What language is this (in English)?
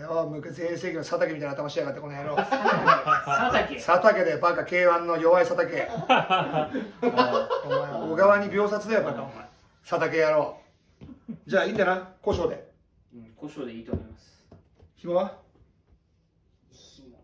Japanese